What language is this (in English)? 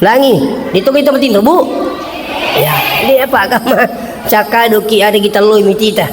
Buginese